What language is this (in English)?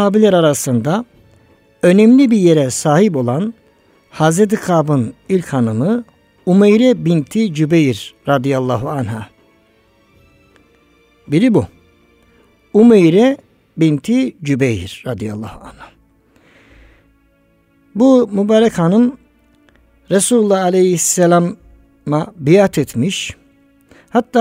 Turkish